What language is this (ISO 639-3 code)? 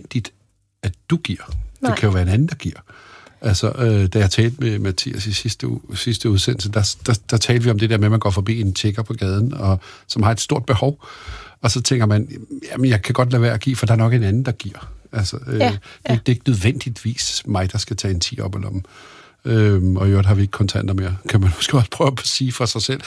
dan